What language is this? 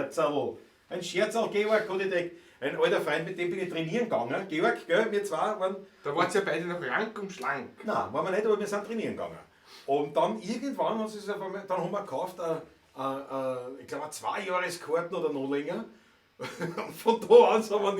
Bavarian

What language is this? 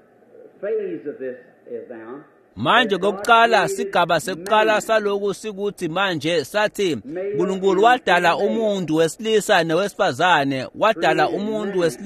Swati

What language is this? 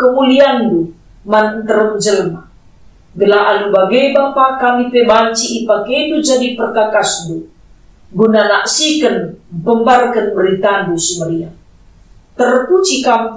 Batak Karo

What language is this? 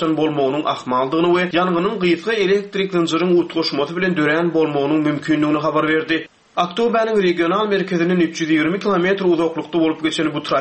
Turkmen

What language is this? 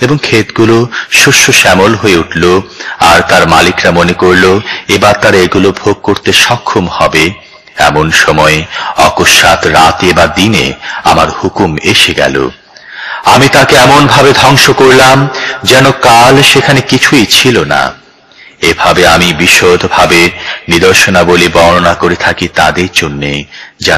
Bangla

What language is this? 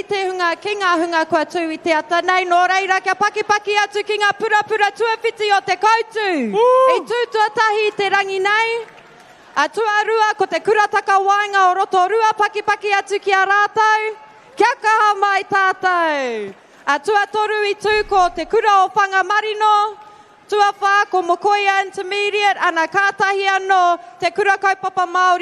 Māori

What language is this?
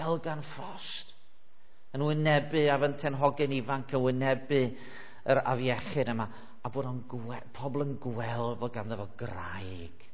Welsh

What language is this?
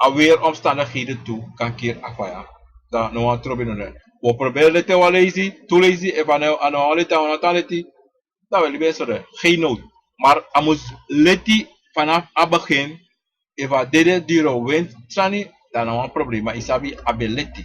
Sranan Tongo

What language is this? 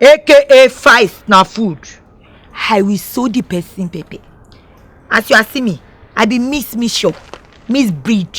Nigerian Pidgin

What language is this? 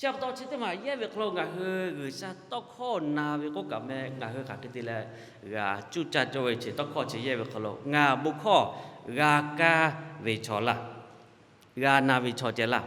Lahu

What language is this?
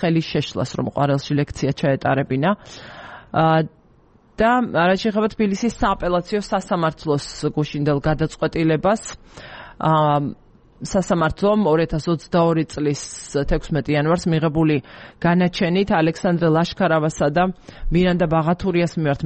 Georgian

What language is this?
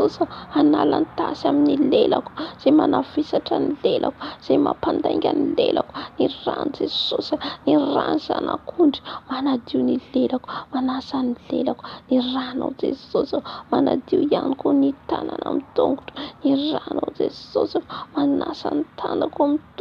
Malagasy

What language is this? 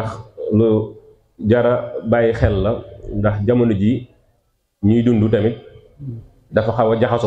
Wolof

